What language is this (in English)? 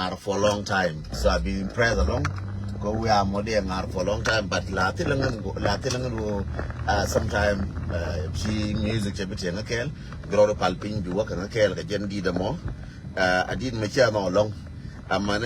Nuer